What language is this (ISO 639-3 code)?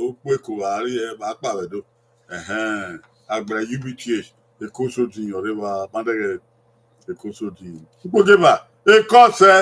bin